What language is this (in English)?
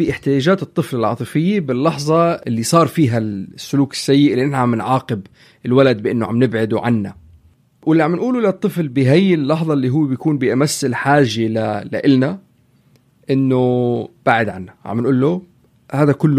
North Levantine Arabic